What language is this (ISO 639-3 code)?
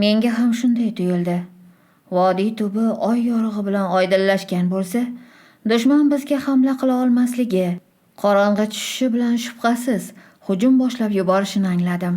uzb